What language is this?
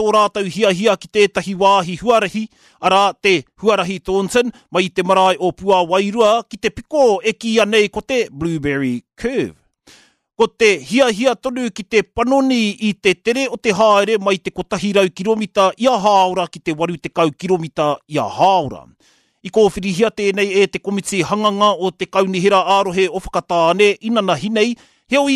Māori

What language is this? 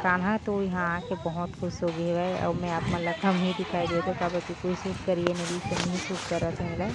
Chhattisgarhi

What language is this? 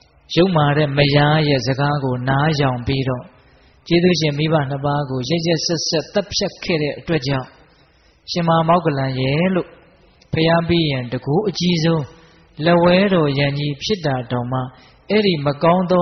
Burmese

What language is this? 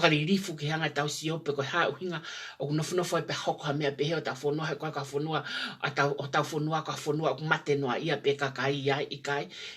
Tongan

